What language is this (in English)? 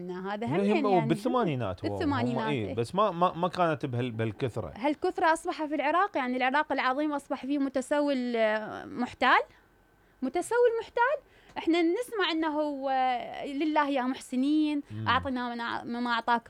Mesopotamian Arabic